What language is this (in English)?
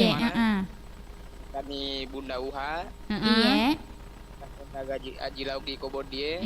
Buginese